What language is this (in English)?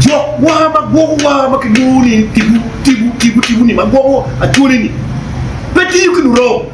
Acoli